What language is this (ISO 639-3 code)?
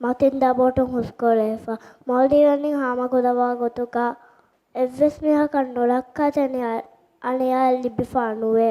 div